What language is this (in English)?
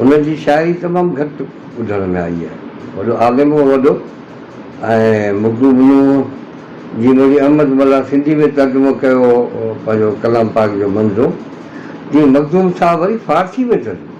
Sindhi